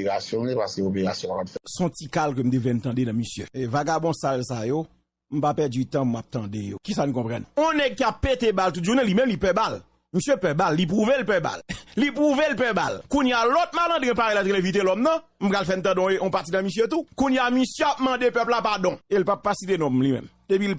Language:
Haitian Creole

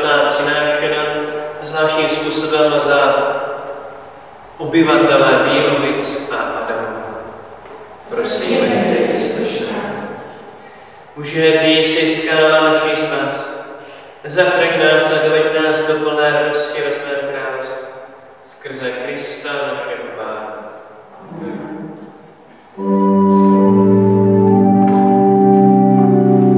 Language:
Czech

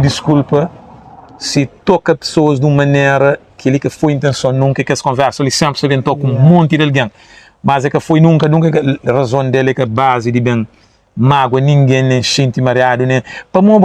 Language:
Kabuverdianu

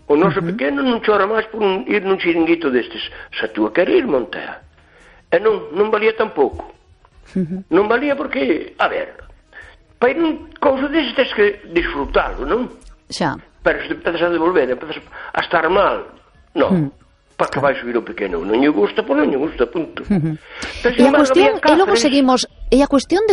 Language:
Galician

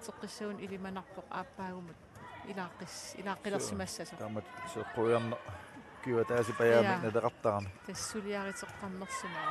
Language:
Kalaallisut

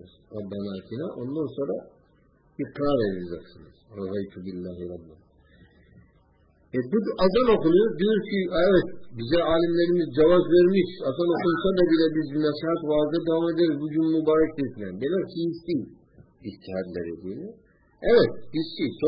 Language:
Turkish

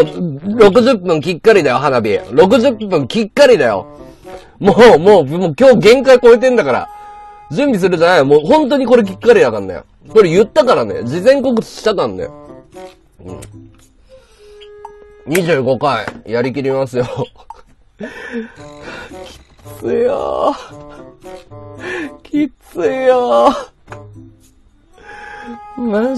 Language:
Japanese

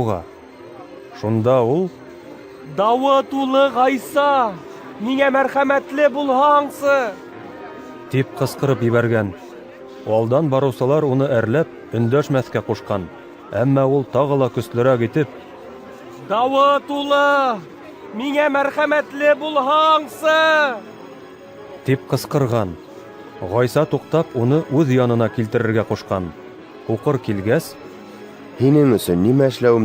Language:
Bashkir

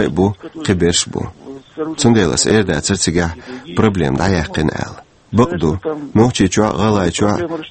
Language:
Chechen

